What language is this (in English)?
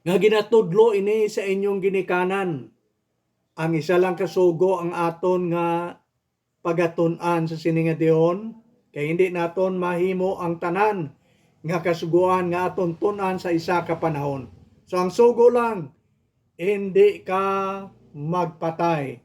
Hiligaynon